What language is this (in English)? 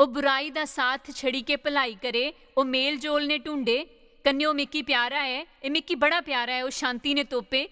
Dogri